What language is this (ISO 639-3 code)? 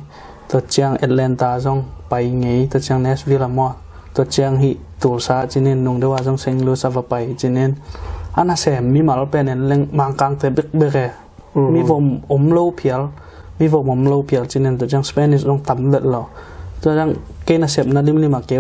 ctd